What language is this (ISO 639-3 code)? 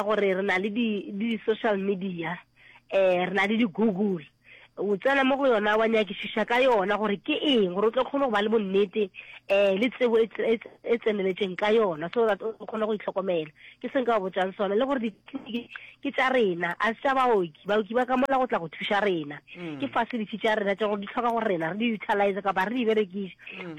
nso